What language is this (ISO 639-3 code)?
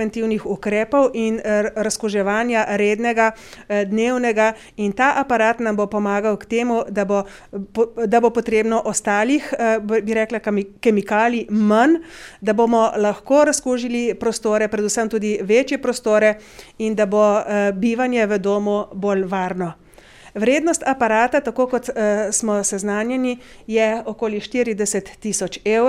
slv